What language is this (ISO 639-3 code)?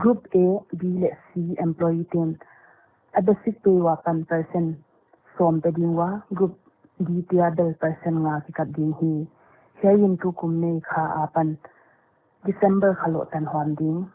pck